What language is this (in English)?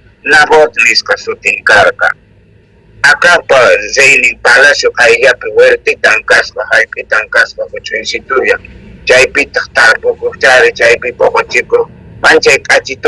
South Bolivian Quechua